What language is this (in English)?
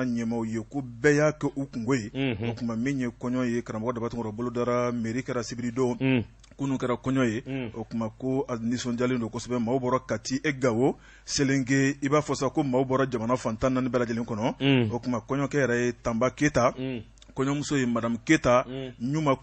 Bambara